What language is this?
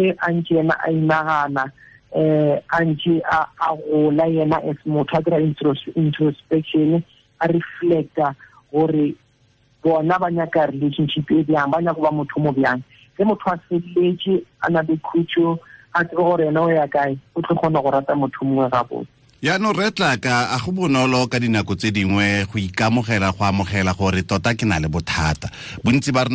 Tswana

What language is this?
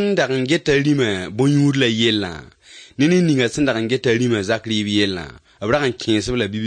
Mossi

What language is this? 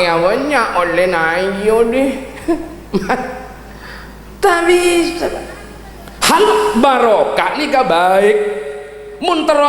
Madurese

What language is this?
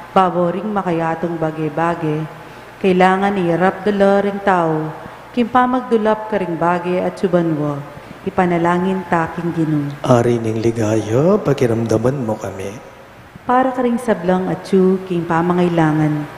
Pampanga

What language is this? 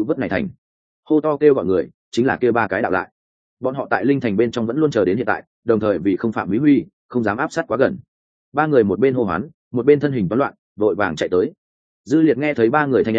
Vietnamese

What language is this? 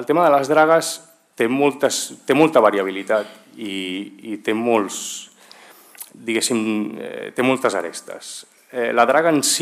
Catalan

